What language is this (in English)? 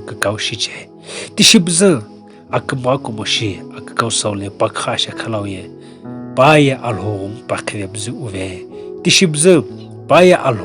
Sumi Naga